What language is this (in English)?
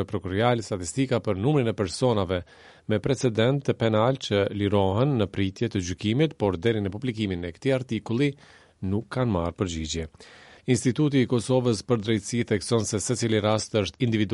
Albanian